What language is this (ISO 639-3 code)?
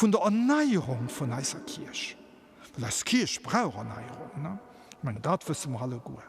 ltz